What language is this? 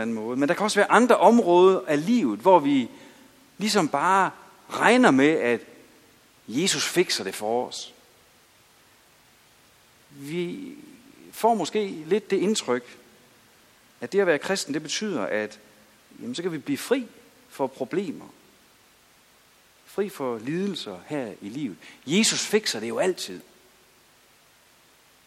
Danish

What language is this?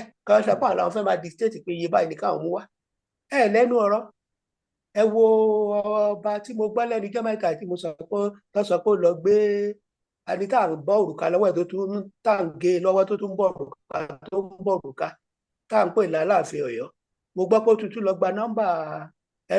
Yoruba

